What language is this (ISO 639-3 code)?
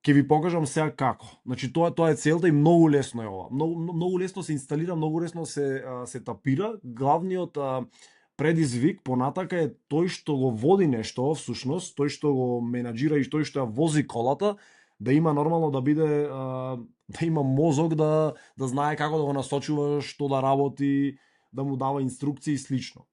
mkd